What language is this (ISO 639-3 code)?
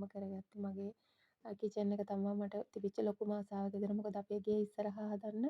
sin